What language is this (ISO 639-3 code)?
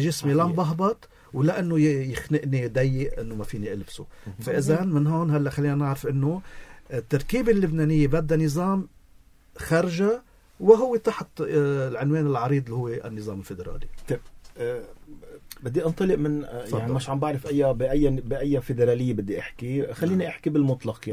apc